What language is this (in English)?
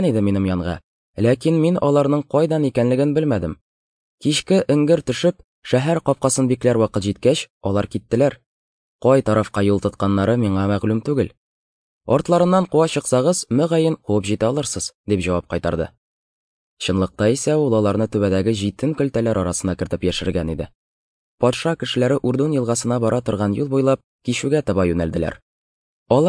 Tatar